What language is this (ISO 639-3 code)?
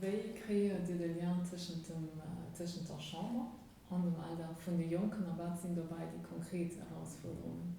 ltz